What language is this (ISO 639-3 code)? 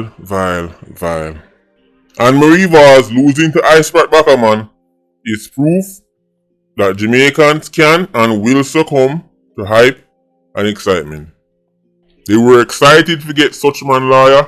jam